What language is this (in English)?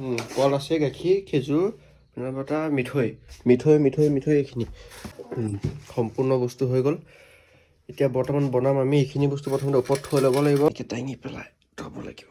Assamese